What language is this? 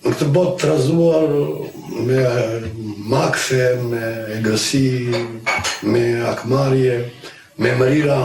Albanian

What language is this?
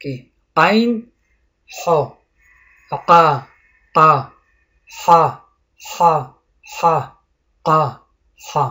Tajik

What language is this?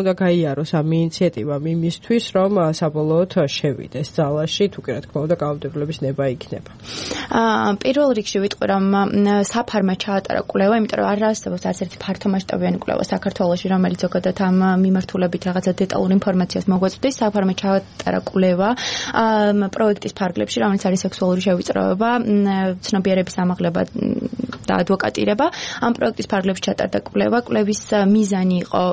Georgian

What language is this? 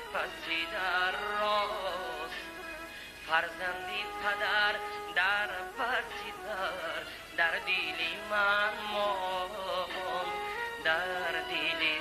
Persian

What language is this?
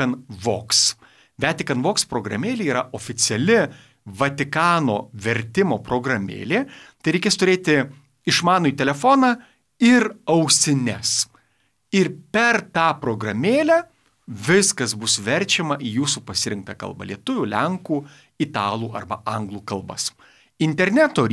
Lithuanian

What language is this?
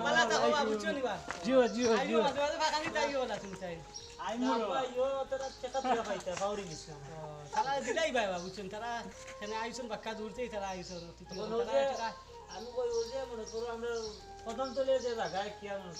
Sylheti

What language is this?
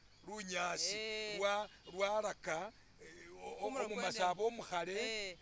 Masaaba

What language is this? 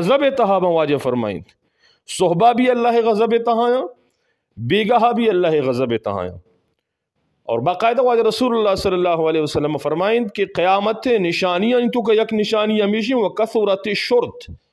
Eastern Balochi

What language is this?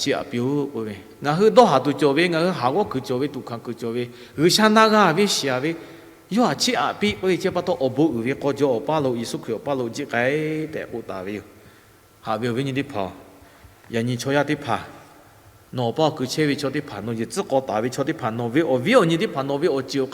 Lahu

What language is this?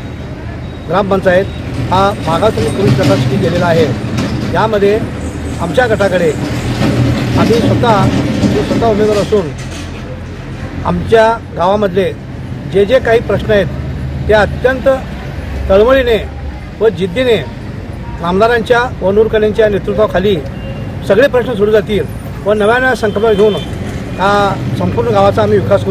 Marathi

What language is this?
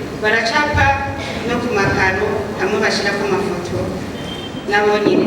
Rundi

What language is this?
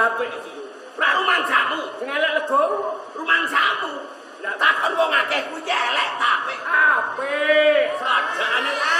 Javanese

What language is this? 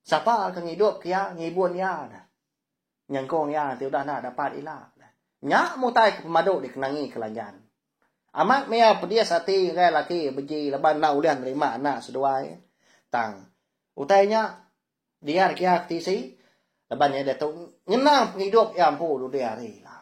Iban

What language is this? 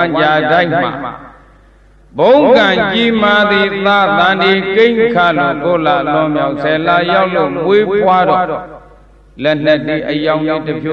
Burmese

